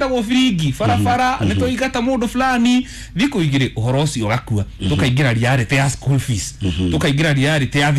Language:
Kikuyu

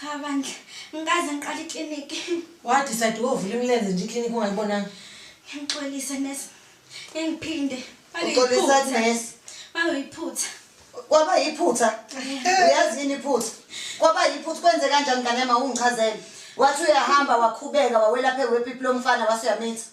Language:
Zulu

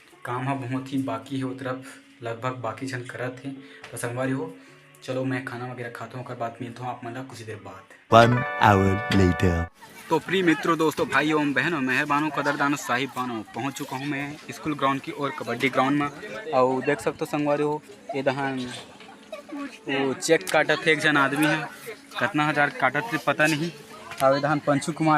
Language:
Chhattisgarhi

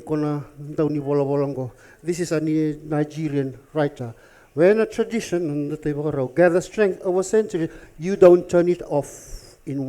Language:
Fijian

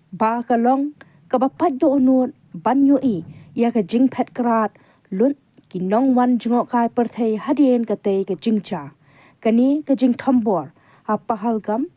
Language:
Khasi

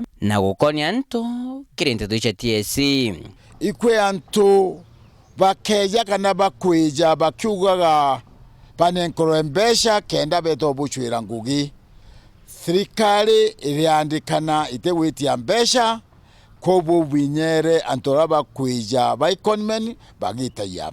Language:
Meru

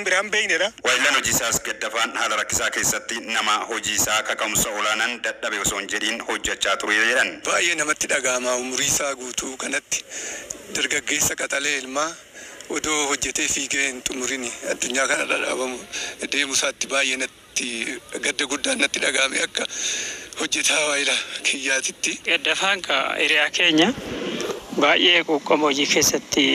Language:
Oromo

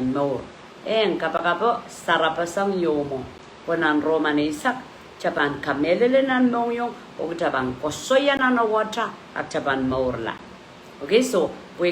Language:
Pohnpeian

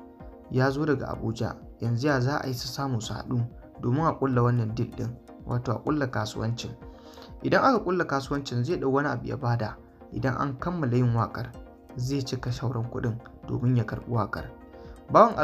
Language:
Hausa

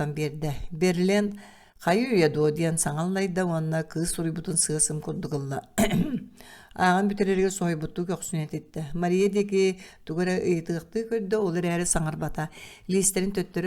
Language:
Yakut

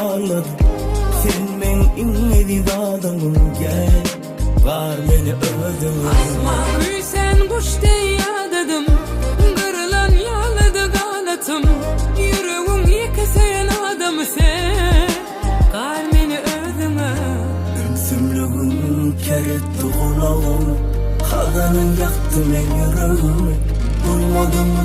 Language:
Turkmen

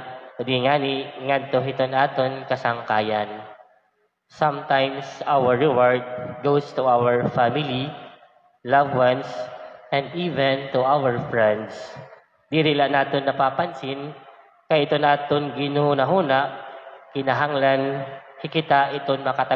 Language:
Waray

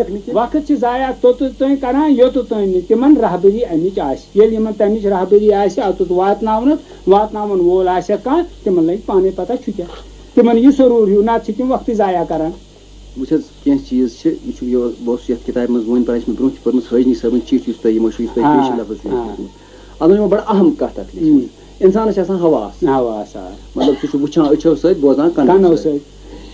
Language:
Kashmiri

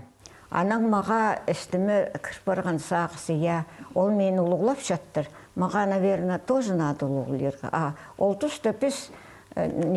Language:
Khakas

